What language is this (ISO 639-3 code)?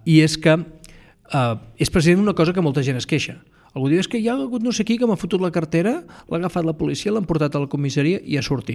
cat